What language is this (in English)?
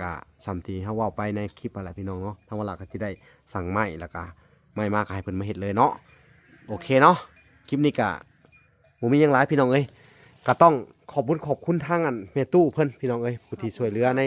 Lao